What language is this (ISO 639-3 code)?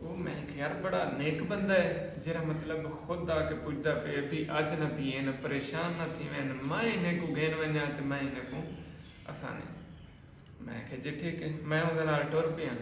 skr